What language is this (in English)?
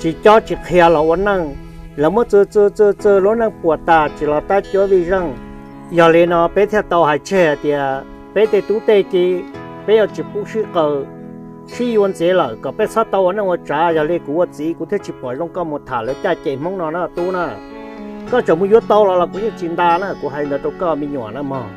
Hmong